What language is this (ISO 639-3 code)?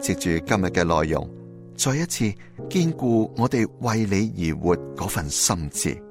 yue